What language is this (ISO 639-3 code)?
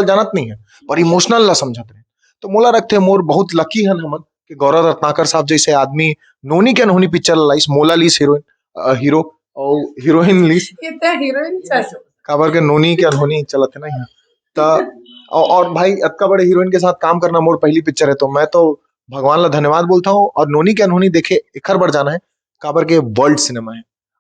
hne